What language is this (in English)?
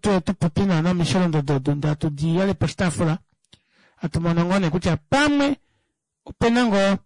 Kuanyama